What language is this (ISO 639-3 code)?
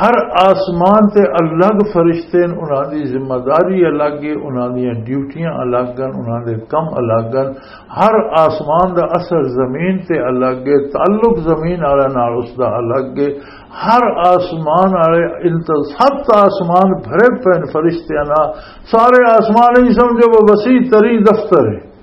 lah